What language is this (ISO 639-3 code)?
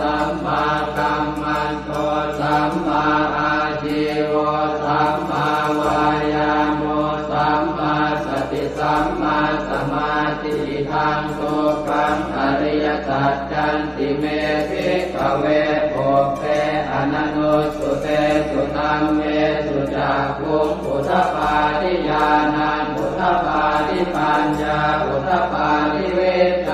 pli